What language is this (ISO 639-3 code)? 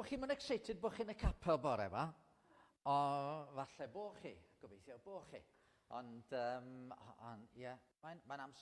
cym